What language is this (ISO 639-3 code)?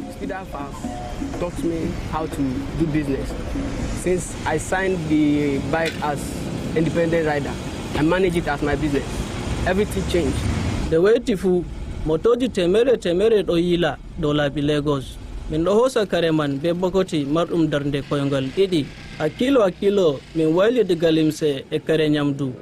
fuv